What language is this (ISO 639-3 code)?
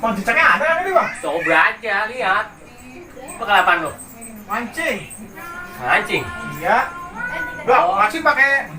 bew